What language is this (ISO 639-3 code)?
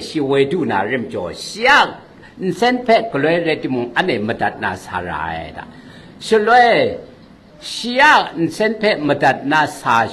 kac